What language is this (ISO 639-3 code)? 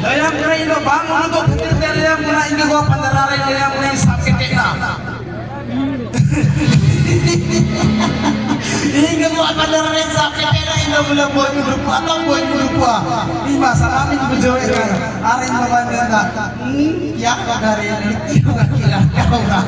sat